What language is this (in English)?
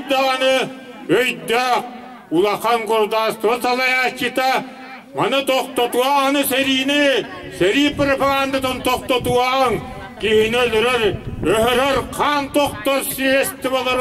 Yakut